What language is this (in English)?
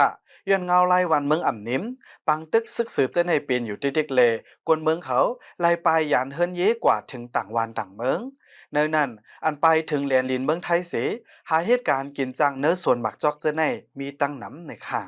Lao